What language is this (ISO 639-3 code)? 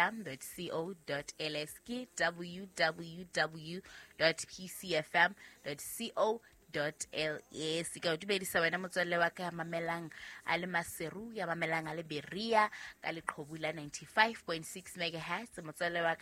sot